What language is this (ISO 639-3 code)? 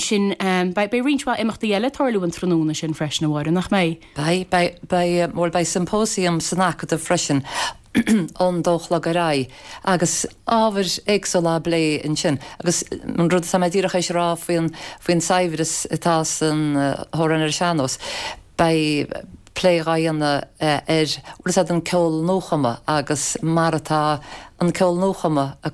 gle